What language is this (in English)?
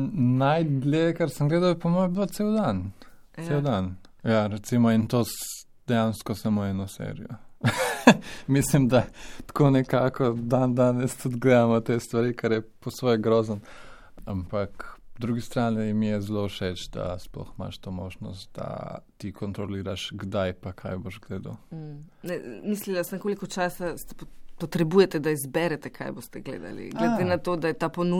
Slovenian